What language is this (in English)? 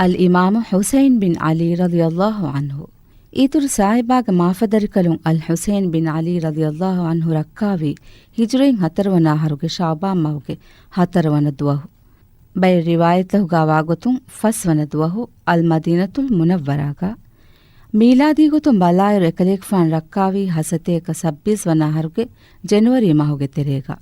Divehi